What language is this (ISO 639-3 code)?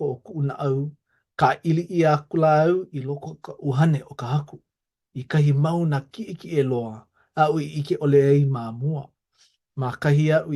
haw